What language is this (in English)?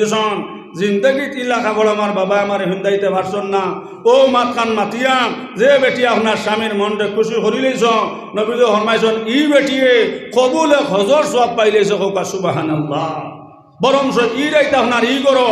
Sylheti